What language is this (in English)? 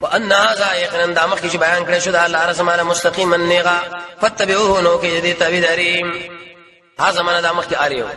Pashto